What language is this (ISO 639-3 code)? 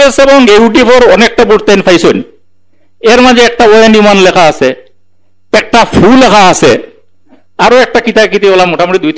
syl